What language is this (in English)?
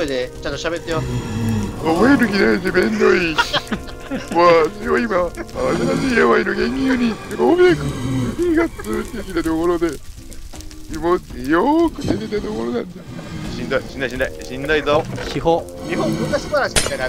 Japanese